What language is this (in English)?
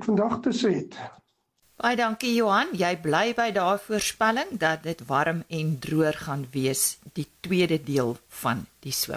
Afrikaans